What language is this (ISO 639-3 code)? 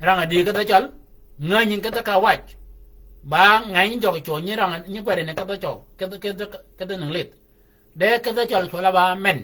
shk